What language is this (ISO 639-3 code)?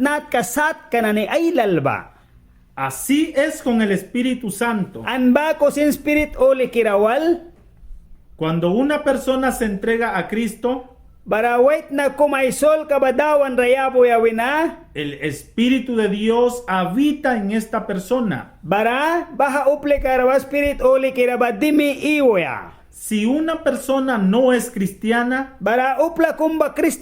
miq